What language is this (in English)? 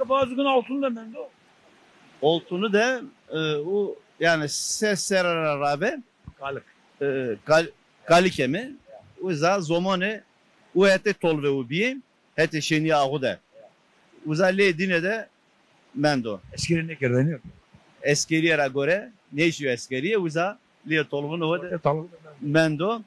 Zaza